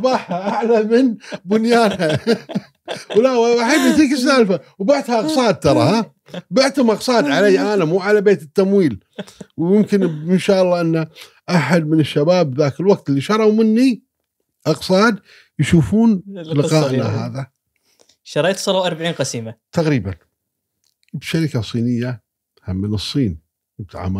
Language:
Gulf Arabic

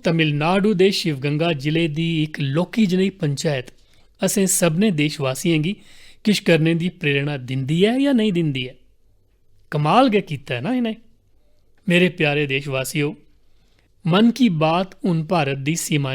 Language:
Dogri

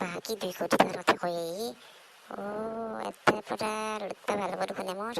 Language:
Assamese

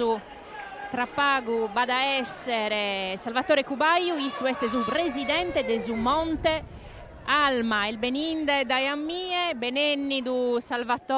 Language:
Sardinian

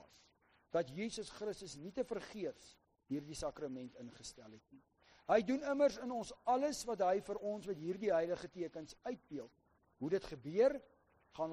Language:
Afrikaans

